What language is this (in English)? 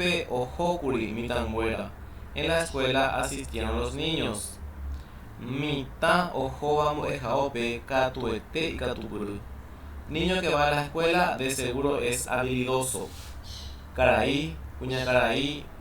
Guarani